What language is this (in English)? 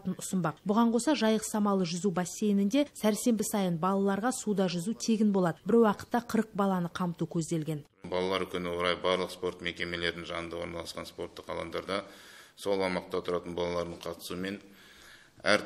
Kazakh